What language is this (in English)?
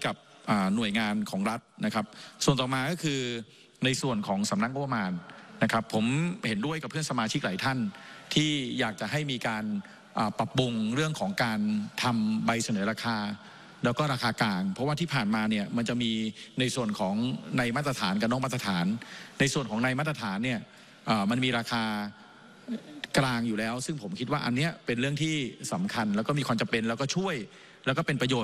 Thai